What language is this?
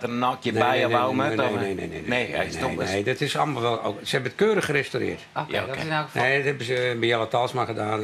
Western Frisian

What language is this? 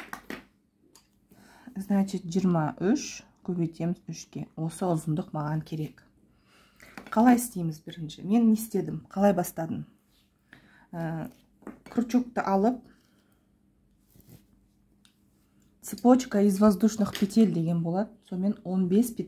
Kazakh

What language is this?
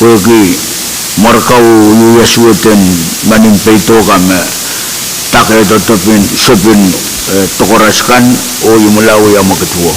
Pohnpeian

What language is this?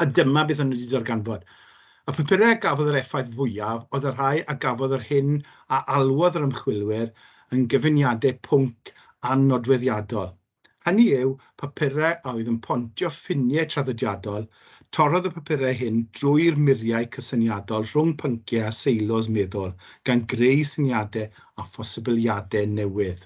Welsh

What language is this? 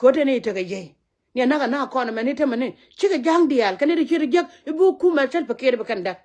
Nuer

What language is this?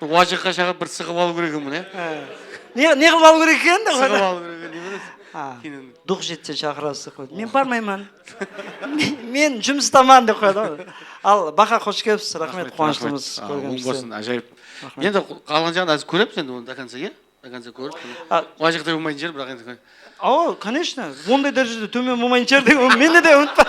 Kara-Kalpak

